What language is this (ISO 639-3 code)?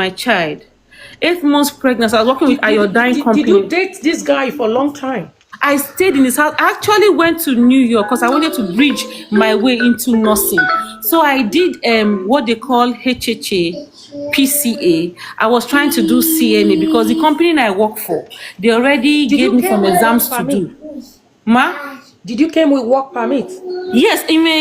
pcm